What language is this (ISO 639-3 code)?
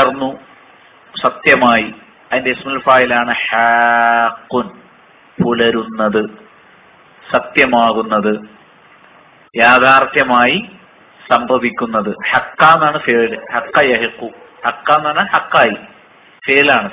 mal